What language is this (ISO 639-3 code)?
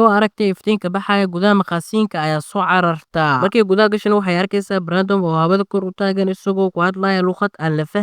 som